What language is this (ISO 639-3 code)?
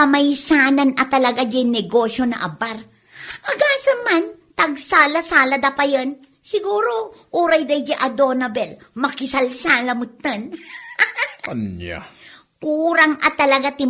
ilo